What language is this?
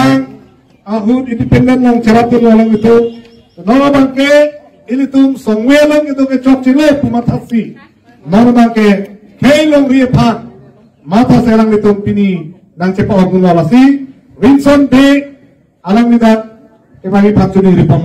Karbi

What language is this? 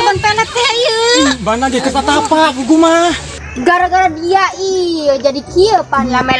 Sundanese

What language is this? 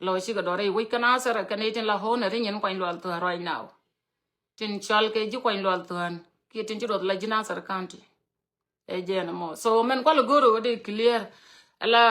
Nuer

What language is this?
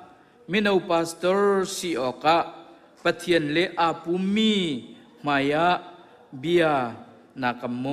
Hakha Chin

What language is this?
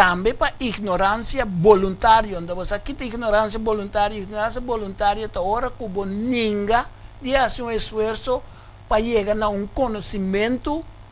Papiamento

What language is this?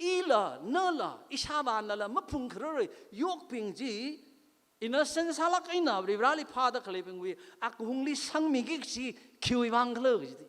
Tangkhul Naga (India)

